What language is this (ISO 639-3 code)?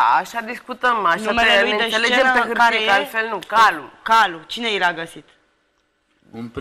ron